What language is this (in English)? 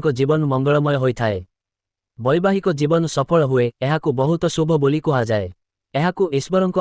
Odia